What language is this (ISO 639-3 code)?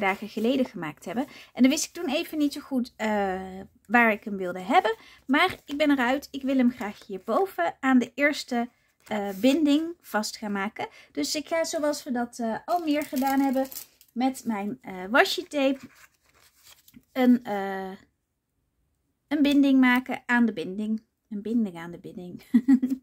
nld